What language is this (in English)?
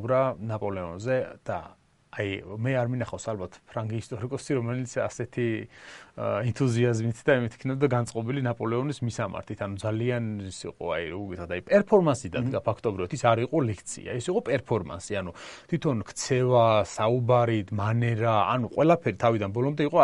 Georgian